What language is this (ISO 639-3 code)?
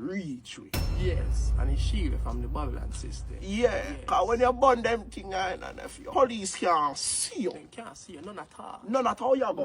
jam